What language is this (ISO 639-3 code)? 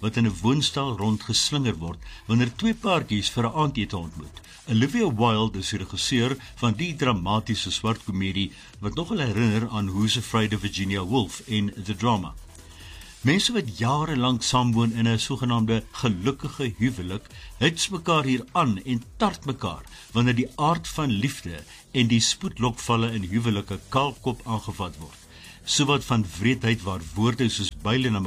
afr